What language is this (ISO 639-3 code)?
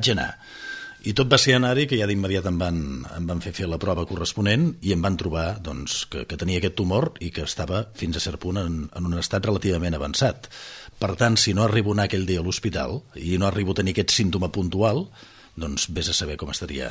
cat